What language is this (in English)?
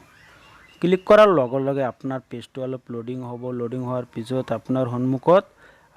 Assamese